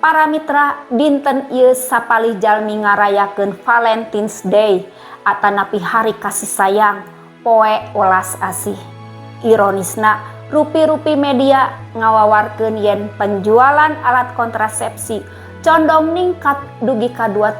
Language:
Sundanese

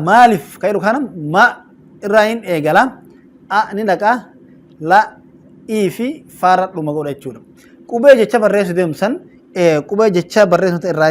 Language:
Oromo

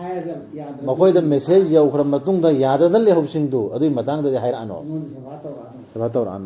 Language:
Manipuri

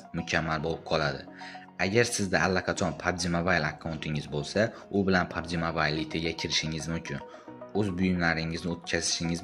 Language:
Uzbek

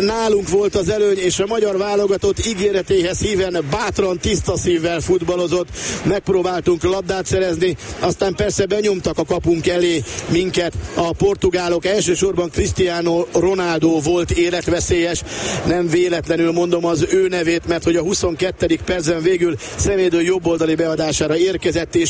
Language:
Hungarian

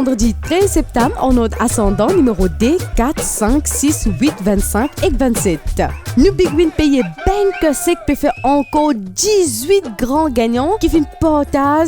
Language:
Morisyen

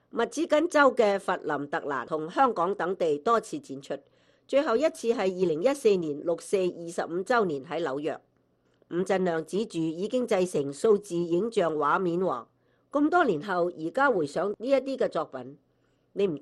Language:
Cantonese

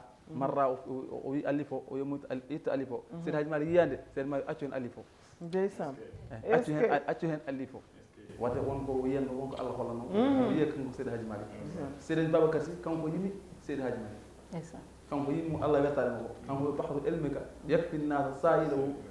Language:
Fula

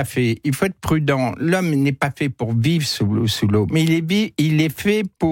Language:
French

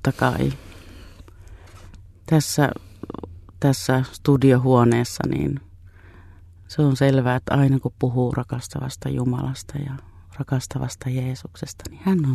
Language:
Finnish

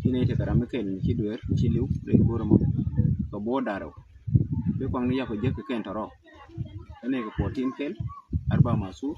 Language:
Nuer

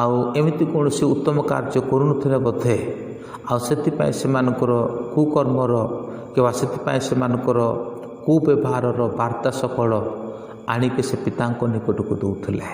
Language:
Odia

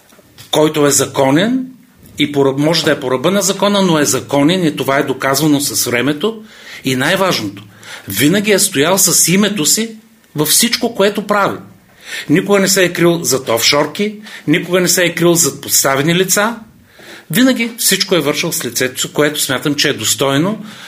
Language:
Bulgarian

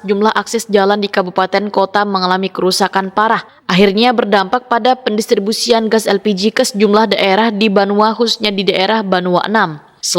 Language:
Banjar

